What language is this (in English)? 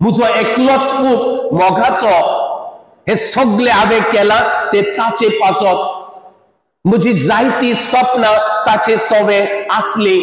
Konkani